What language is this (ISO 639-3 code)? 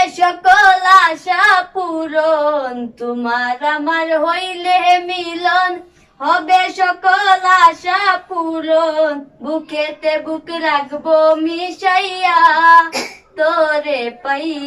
syl